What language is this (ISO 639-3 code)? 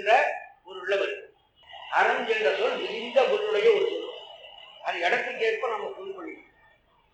tam